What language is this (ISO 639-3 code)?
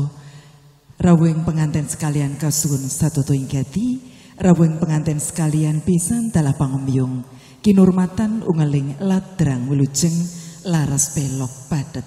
jav